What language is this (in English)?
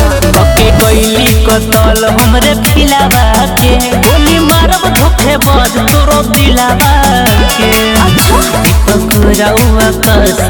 Bhojpuri